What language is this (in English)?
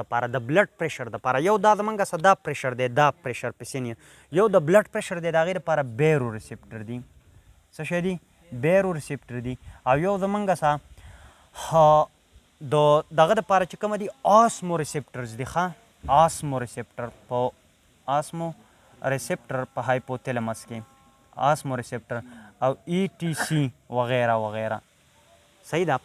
Pashto